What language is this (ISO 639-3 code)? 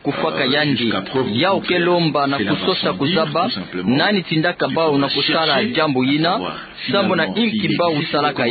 ktu